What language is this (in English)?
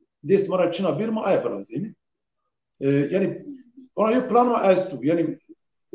Zaza